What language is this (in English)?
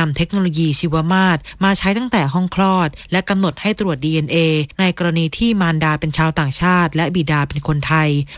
Thai